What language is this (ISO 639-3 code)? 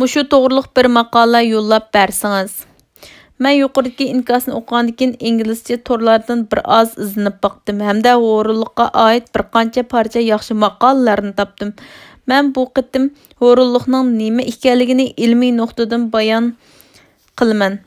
uig